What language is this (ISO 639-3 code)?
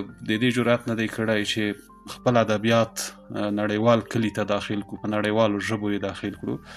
pus